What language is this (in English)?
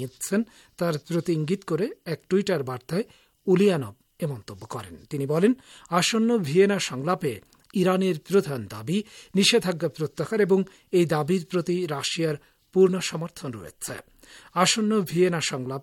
Bangla